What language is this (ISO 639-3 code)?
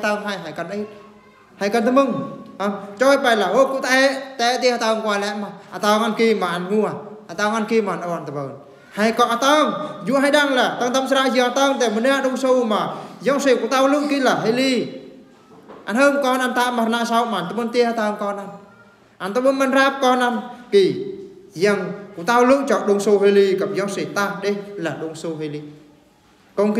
bru